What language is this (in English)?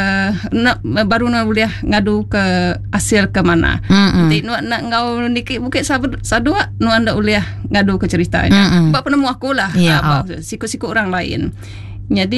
Iban